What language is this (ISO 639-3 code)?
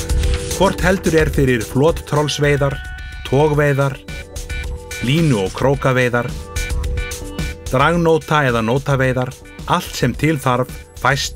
isl